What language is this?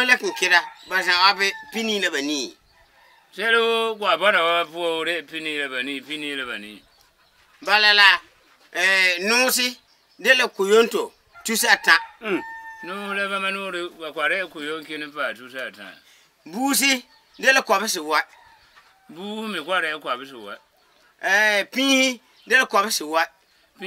Frafra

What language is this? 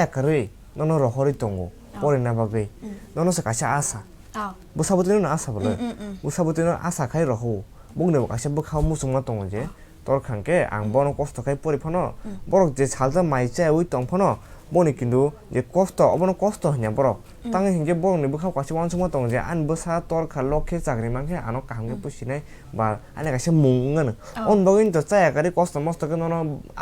Kok Borok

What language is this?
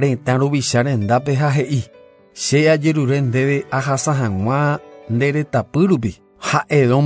Guarani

